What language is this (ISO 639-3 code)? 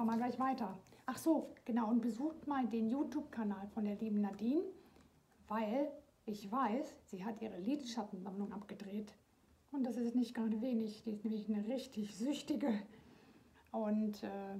deu